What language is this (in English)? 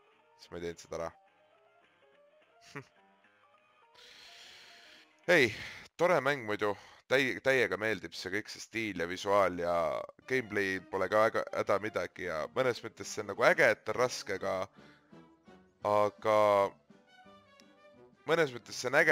Estonian